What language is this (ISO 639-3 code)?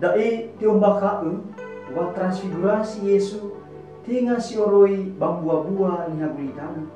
nia